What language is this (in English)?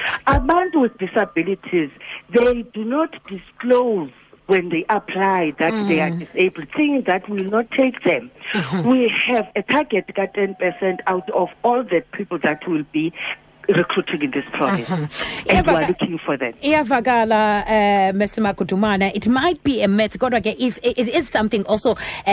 Xhosa